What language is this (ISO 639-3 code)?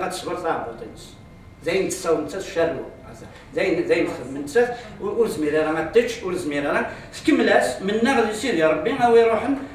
kab